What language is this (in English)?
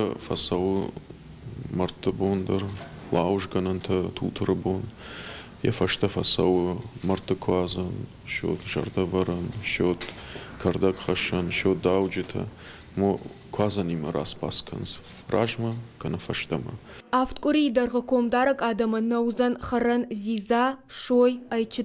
Ossetic